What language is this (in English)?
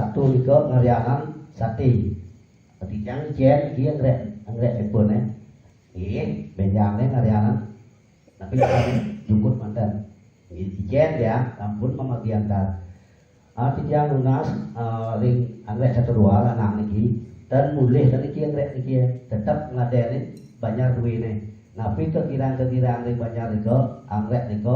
Balinese